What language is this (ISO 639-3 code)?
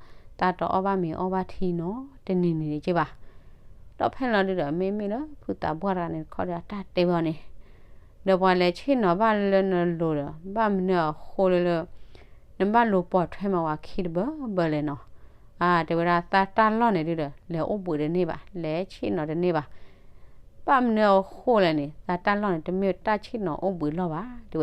ksw